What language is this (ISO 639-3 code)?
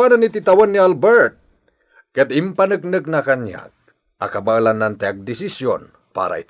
ilo